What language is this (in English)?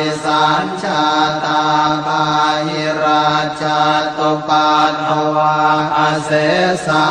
Pali